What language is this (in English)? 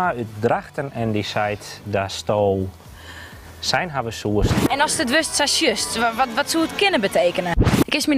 Western Frisian